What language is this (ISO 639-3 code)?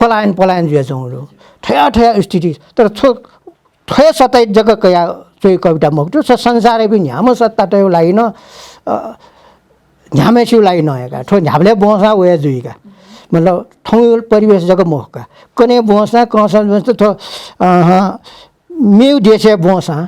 new